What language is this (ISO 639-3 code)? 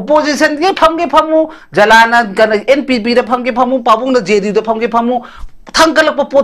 mni